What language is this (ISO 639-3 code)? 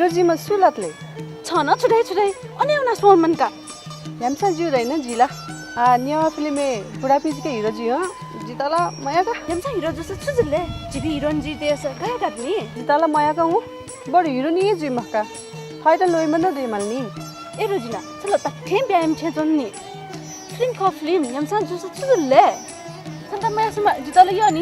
new